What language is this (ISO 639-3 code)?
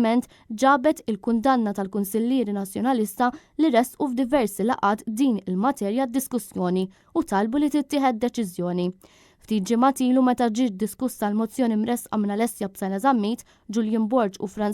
mlt